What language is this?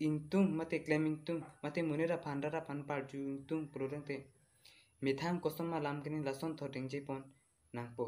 Karbi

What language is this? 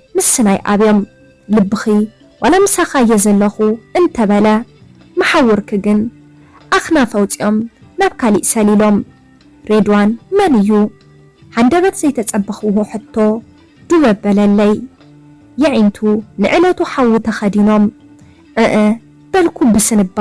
Tigrinya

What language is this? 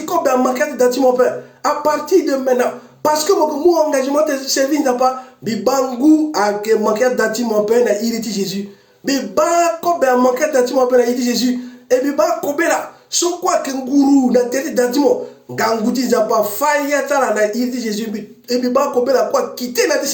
Sango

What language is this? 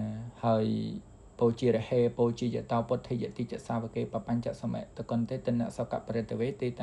Khmer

